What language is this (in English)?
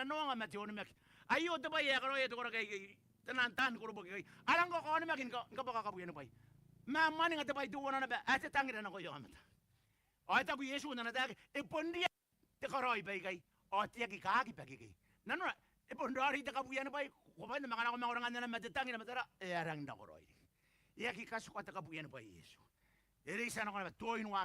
Gilbertese